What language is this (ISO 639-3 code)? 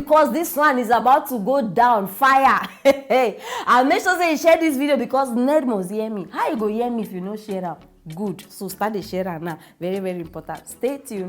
pcm